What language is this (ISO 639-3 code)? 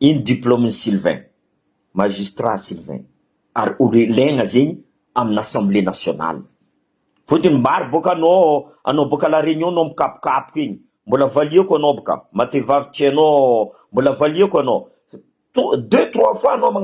mlg